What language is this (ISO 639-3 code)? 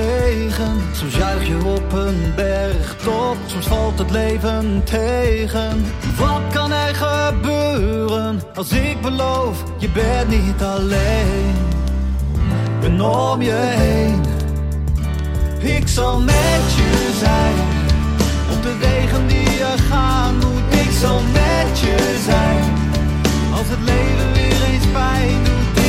nld